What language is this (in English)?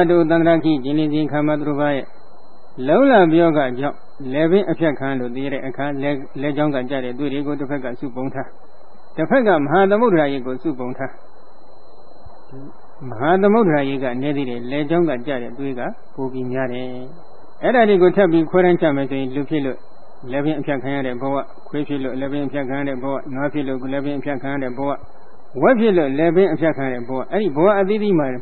Burmese